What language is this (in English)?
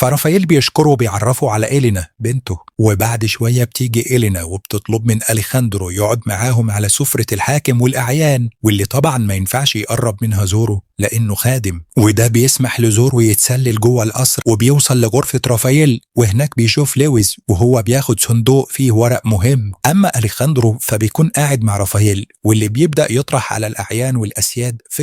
Egyptian Arabic